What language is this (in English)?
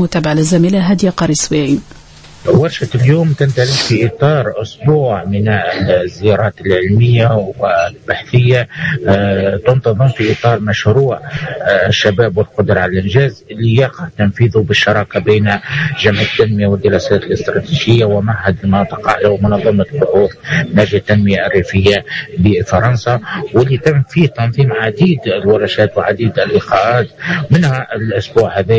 Tunisian Arabic